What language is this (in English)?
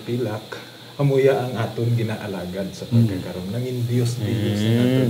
Hiligaynon